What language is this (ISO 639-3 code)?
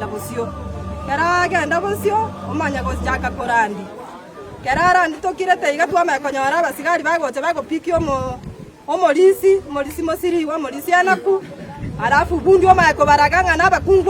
guz